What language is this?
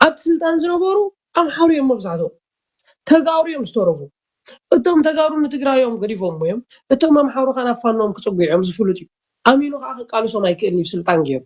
Tigrinya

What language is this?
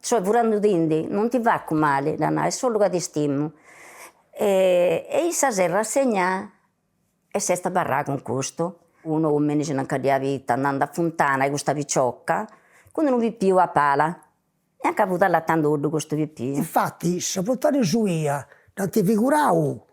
Sardinian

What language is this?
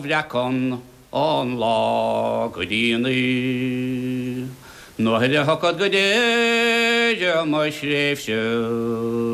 Irish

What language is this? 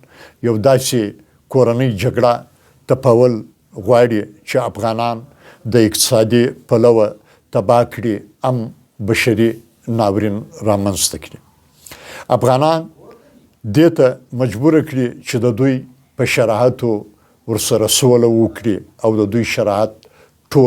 Pashto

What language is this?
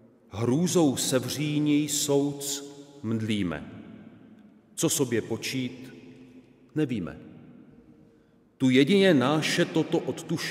Czech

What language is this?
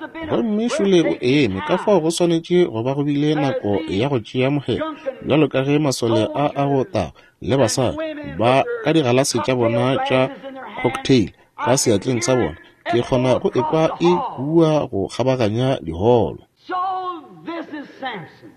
Northern Sotho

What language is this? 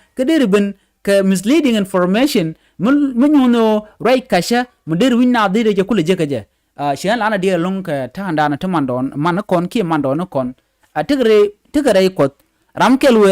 Nuer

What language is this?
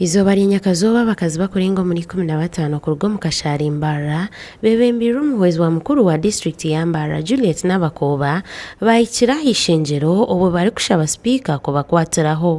Nyankole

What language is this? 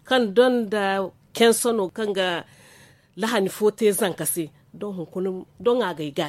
Zarma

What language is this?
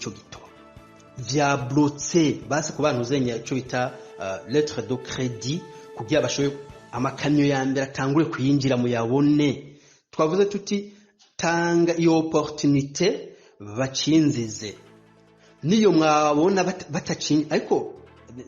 Rundi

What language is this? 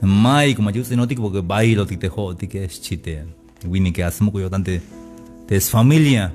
Tzeltal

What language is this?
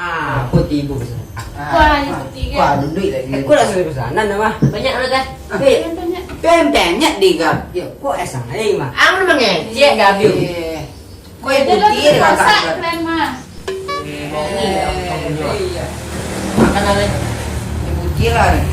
Minangkabau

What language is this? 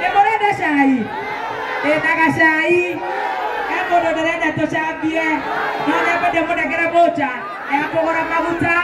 Kikuyu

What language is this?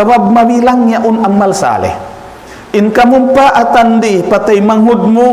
Tausug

